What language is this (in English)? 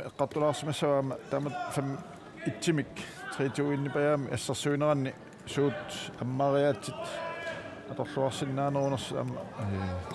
Kalaallisut